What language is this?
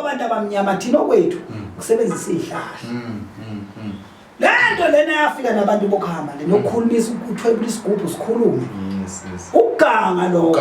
Zulu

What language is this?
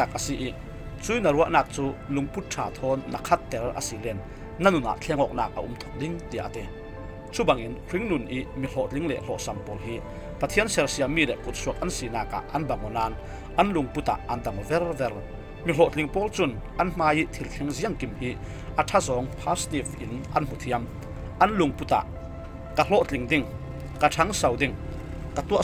Falam Chin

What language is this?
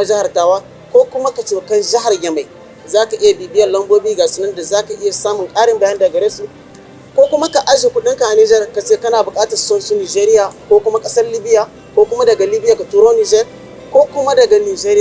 Hausa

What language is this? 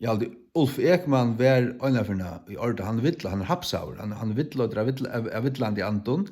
Faroese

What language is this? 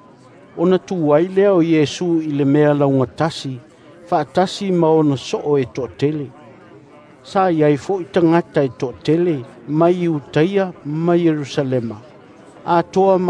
Samoan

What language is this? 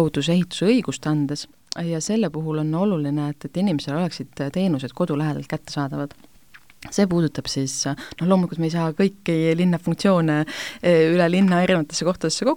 Estonian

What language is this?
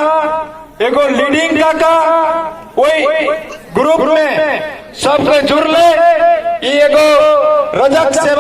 Maithili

